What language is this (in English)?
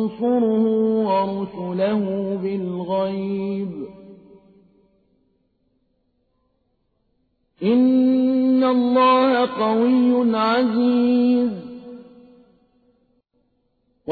Arabic